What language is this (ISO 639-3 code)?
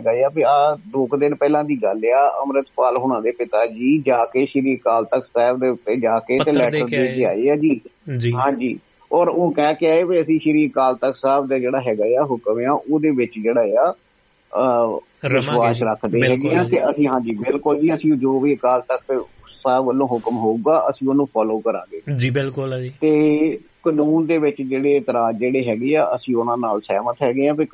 pan